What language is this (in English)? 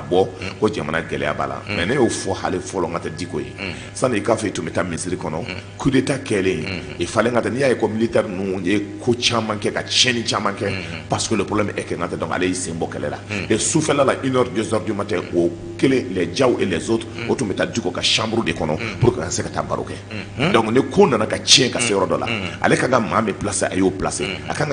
Bambara